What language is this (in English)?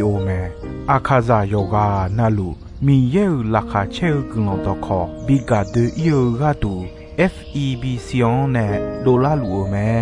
Akha